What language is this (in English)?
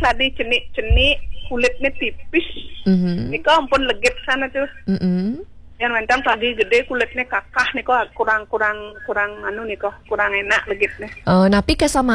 Balinese